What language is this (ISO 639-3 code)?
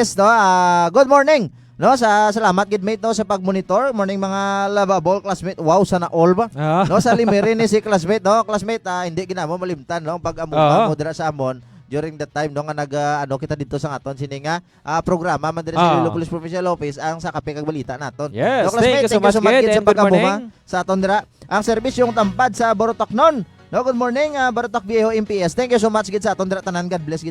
hil